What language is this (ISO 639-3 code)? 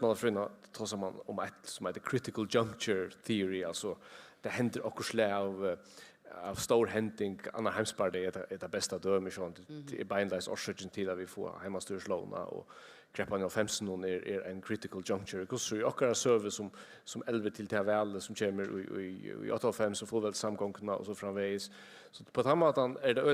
fao